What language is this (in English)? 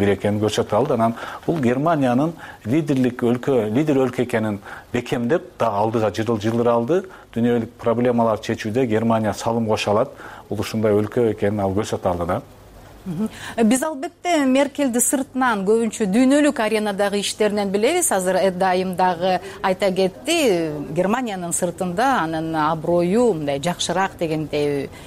Kyrgyz